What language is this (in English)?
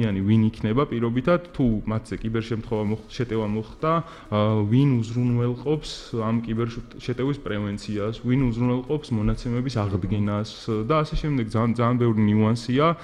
Georgian